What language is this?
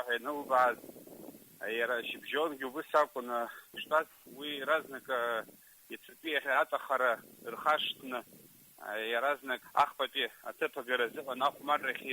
Abkhazian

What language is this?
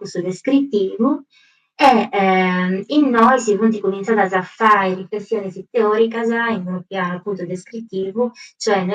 Sardinian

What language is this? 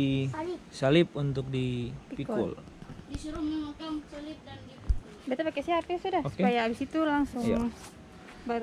Ambonese Malay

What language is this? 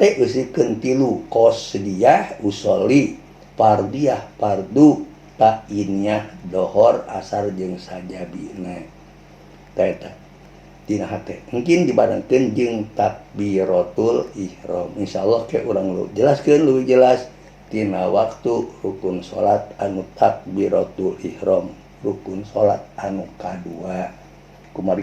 Sundanese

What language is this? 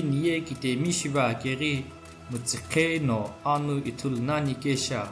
Sumi Naga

